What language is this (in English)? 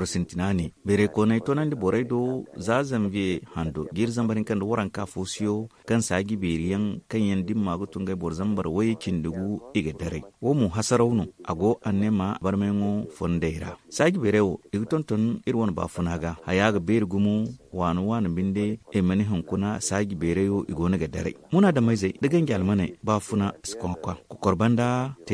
Zarma